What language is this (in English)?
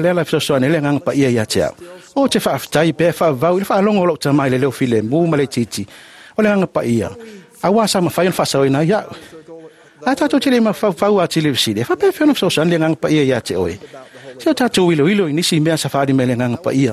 Samoan